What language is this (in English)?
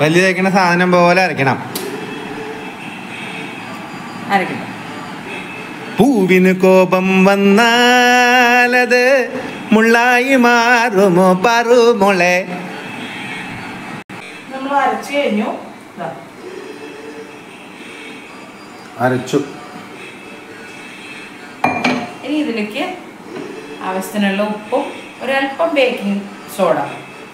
Malayalam